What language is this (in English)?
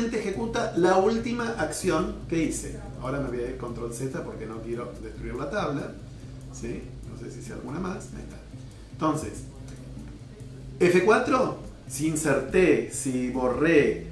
Spanish